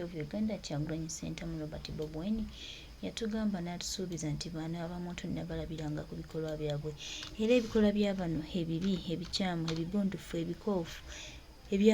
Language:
Ganda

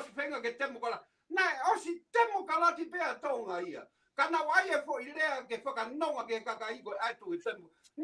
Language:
Tongan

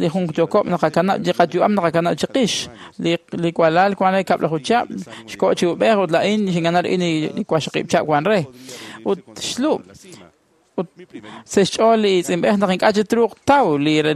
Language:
Kekchí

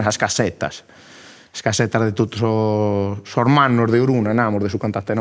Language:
Sardinian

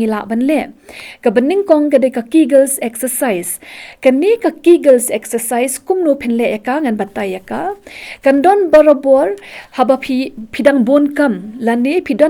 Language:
Khasi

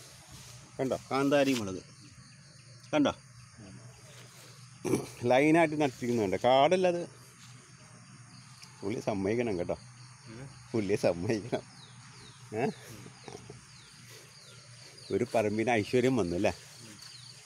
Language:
Malayalam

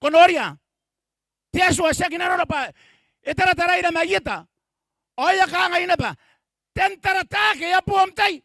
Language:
Gilbertese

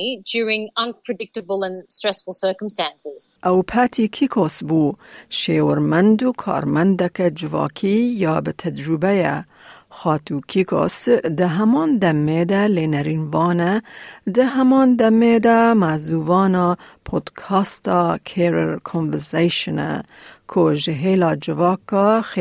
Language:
Kurdish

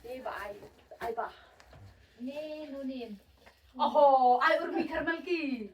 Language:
Khasi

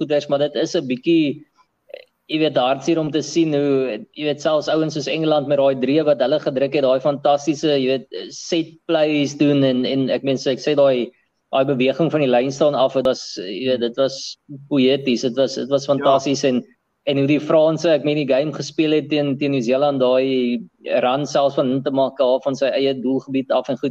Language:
Afrikaans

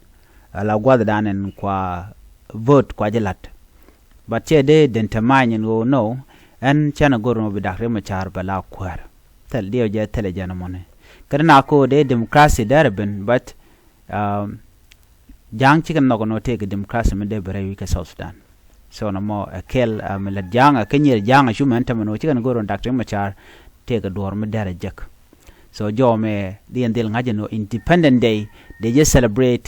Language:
Nuer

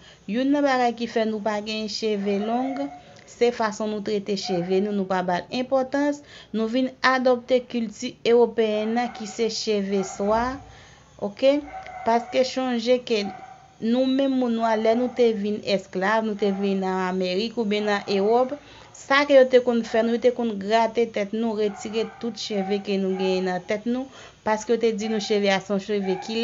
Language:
Haitian Creole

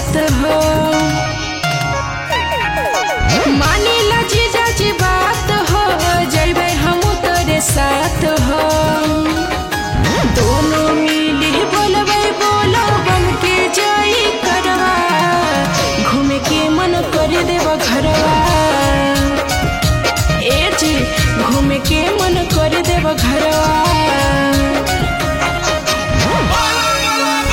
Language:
Bhojpuri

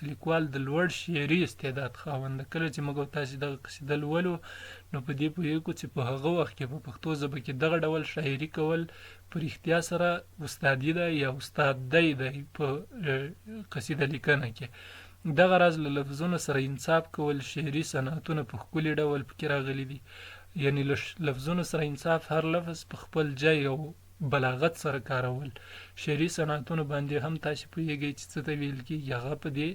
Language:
Pashto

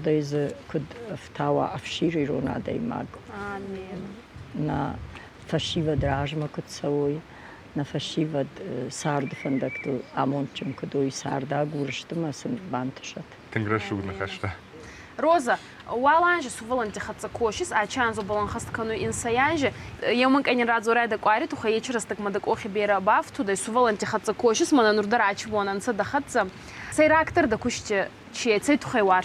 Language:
Ossetic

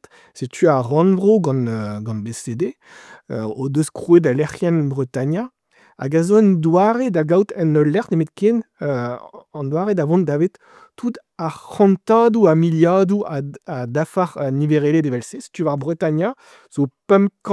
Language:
Breton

